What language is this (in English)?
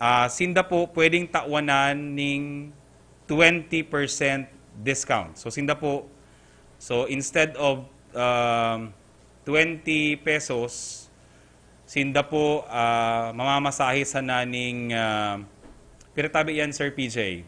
Bikol